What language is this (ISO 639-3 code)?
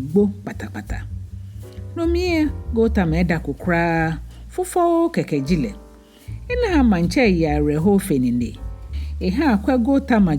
gaa